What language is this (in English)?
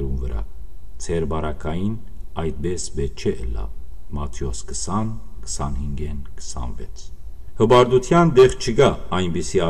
Western Armenian